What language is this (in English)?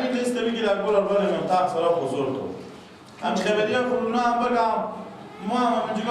Persian